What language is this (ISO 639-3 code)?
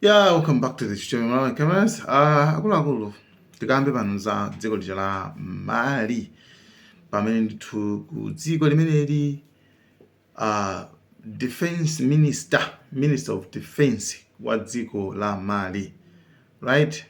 nya